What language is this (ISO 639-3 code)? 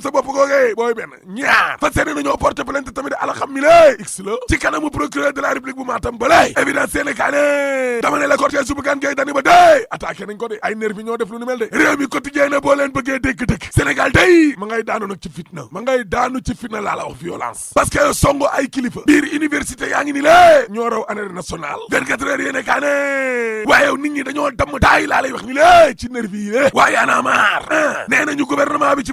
wol